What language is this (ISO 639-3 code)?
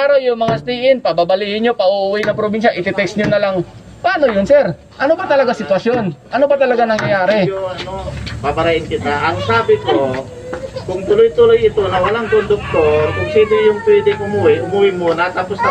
fil